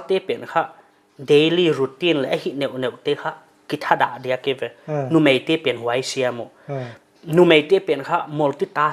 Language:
Paite Chin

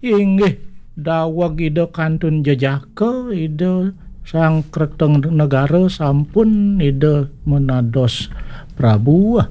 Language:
Balinese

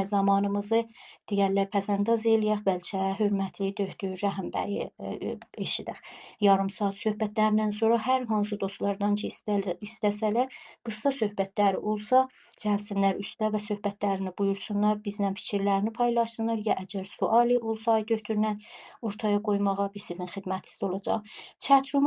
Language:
South Azerbaijani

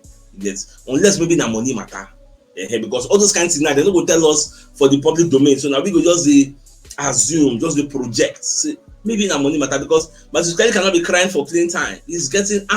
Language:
Nigerian Pidgin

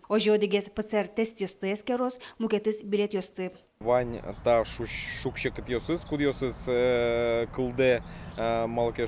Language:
Udmurt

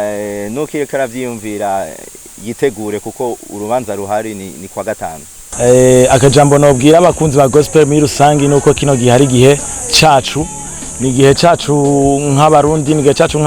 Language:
Rundi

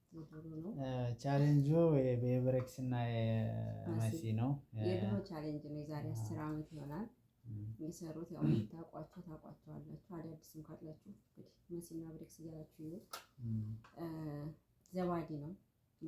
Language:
Amharic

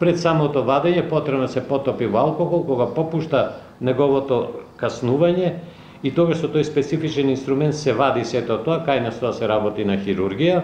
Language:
Macedonian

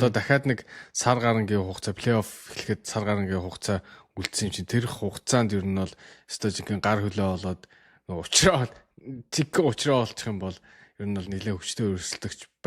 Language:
Mongolian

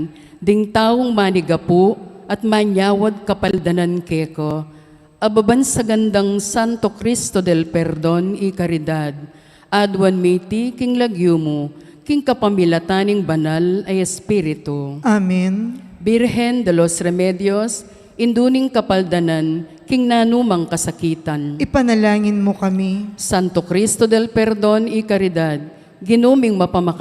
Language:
Pampanga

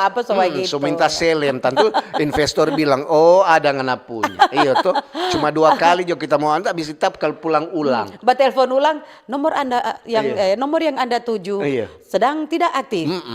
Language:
Manado Malay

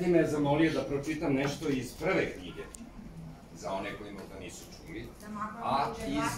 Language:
Serbian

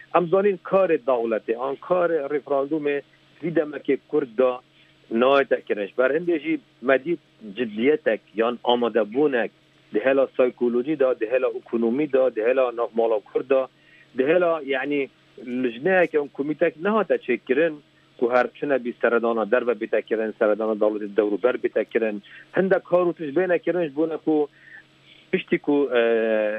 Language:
Kurdish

